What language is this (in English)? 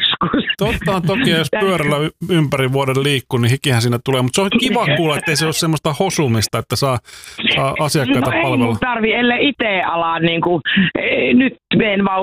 Finnish